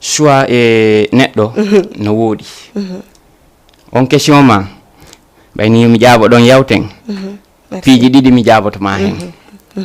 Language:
Fula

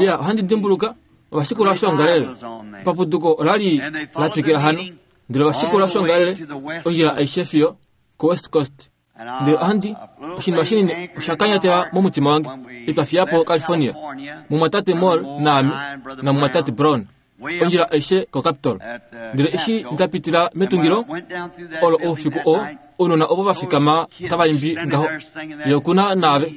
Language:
Kuanyama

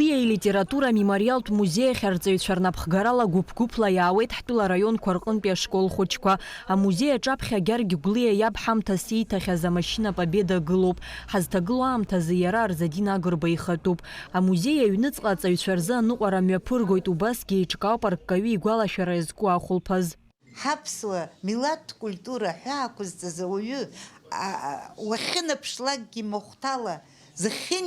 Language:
Abkhazian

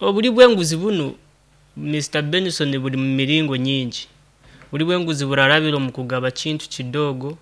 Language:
Nyankole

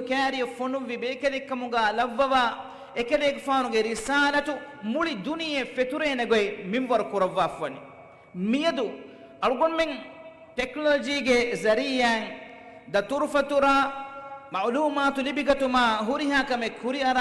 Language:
Divehi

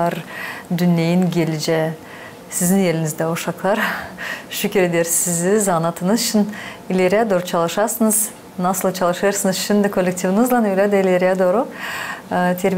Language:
Gagauz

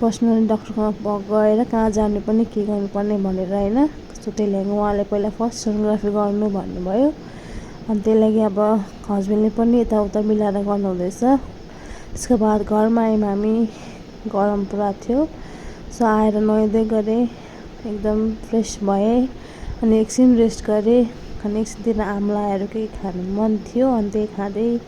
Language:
Nepali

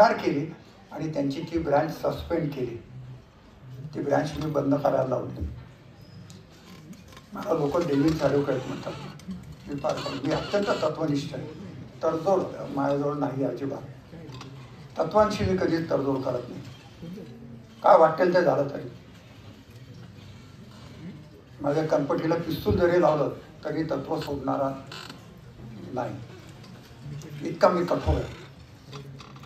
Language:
Marathi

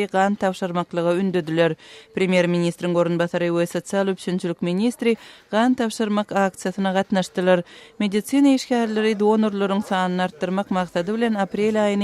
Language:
Turkmen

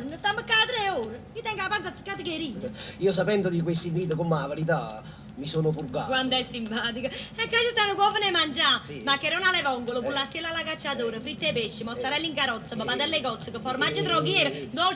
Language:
Neapolitan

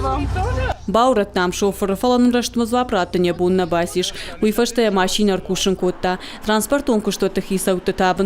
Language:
Ossetic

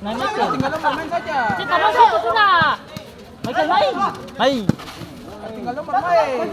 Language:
Ambonese Malay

